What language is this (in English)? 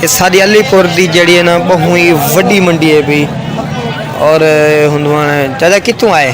Saraiki